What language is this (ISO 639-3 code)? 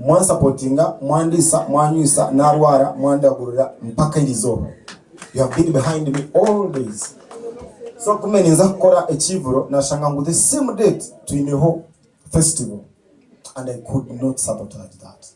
nyn